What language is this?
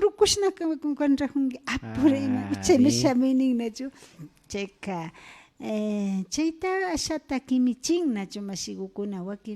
Imbabura Highland Quichua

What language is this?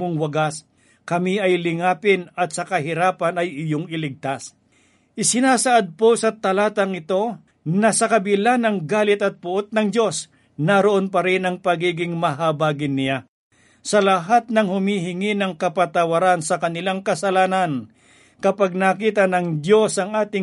Filipino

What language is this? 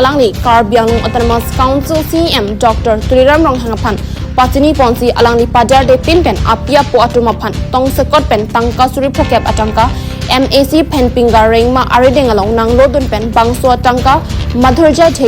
Karbi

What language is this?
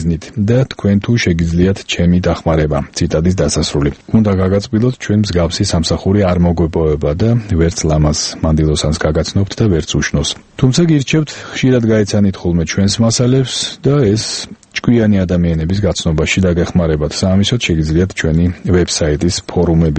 Georgian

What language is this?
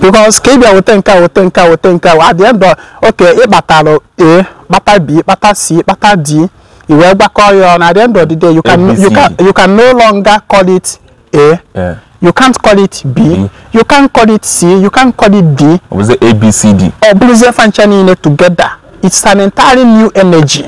Igbo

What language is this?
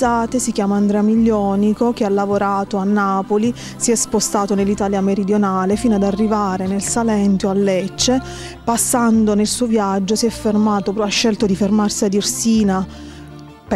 Italian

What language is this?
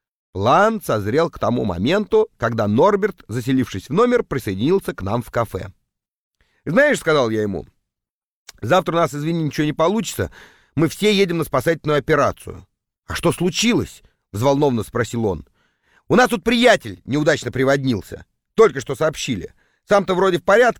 Russian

